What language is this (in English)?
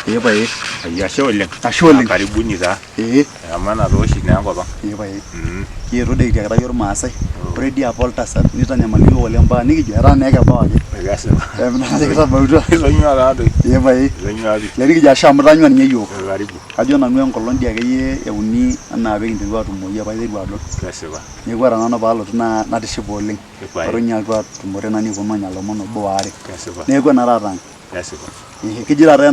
Masai